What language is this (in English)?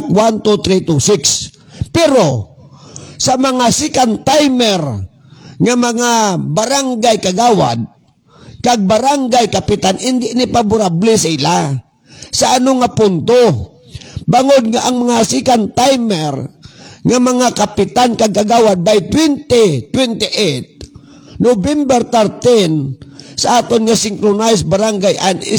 Hiligaynon